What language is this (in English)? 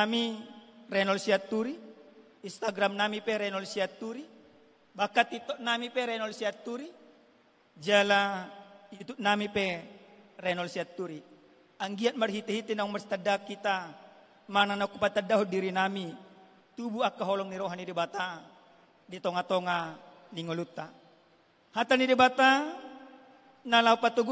Batak Toba